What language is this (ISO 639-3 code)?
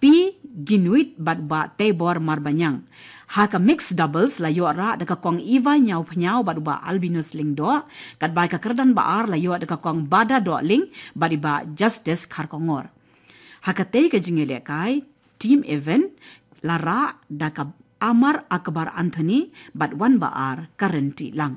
kha